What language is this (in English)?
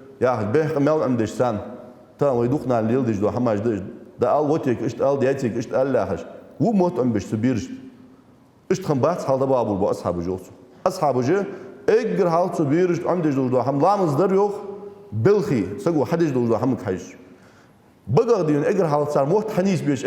Ingush